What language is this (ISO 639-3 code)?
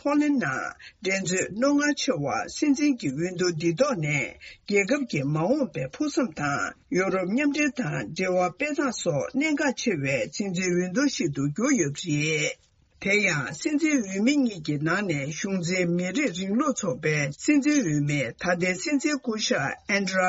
bod